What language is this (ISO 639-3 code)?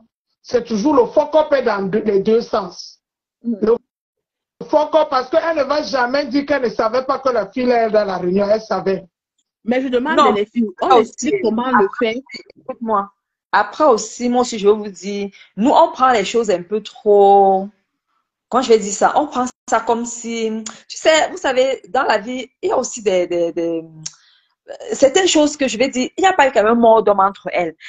fra